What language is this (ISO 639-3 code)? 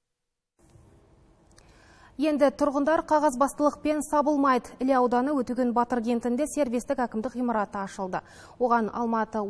kaz